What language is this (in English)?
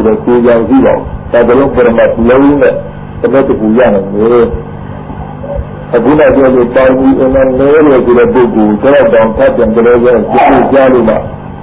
Burmese